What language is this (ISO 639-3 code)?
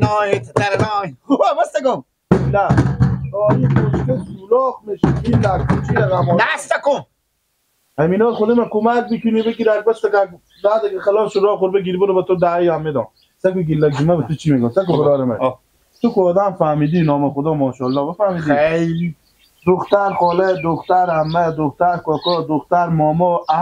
fas